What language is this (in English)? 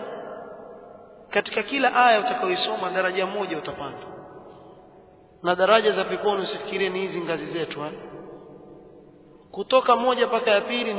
Swahili